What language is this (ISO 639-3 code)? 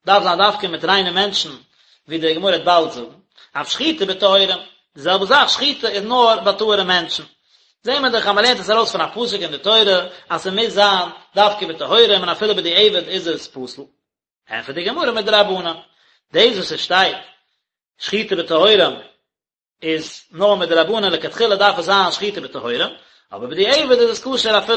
yid